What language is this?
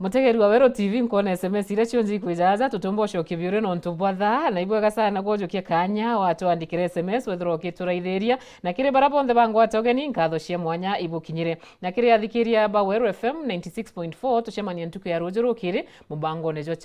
Meru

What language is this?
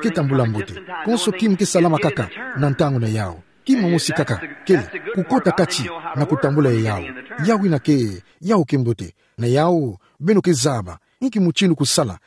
Kituba (Democratic Republic of Congo)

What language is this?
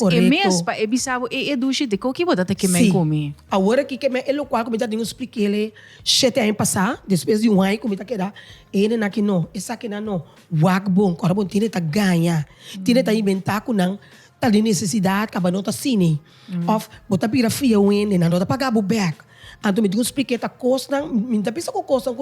Papiamento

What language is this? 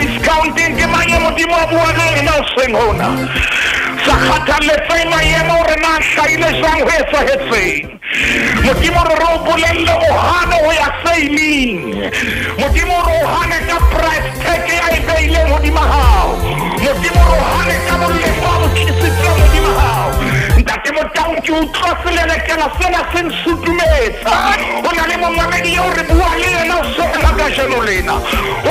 Southern Sotho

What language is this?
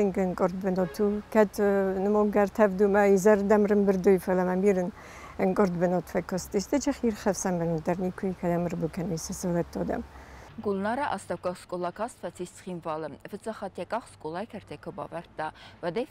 Ossetic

